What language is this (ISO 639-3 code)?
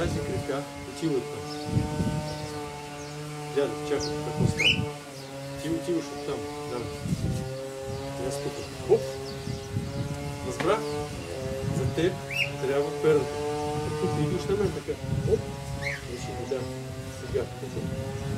bul